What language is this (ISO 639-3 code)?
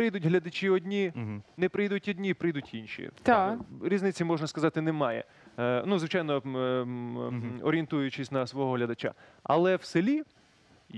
ukr